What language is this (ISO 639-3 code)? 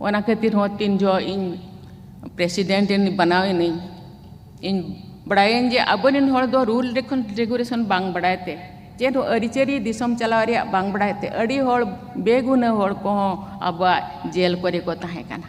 sat